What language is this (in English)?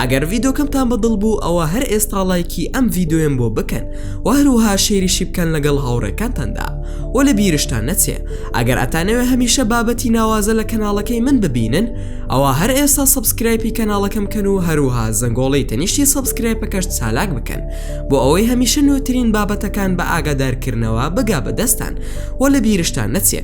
Central Kurdish